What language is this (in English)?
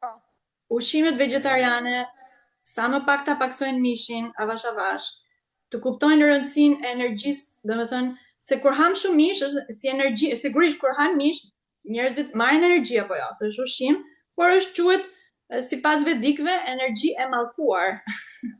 Albanian